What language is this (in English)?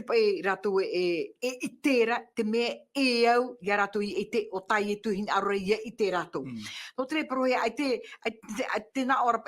Tahitian